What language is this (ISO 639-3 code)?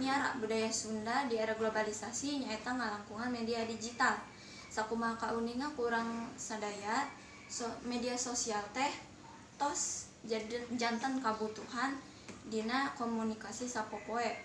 sun